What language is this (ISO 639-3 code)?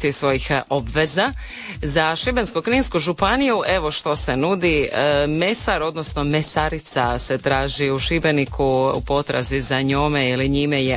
hrv